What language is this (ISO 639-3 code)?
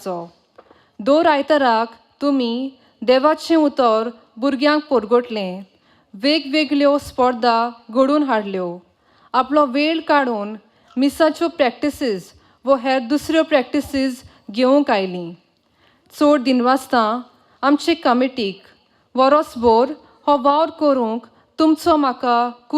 kok